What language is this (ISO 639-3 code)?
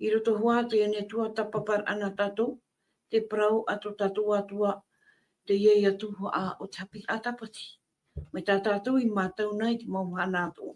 tah